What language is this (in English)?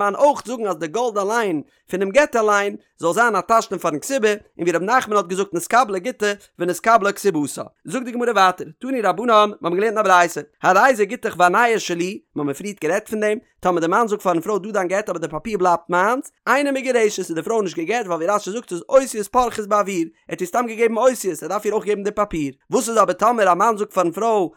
Yiddish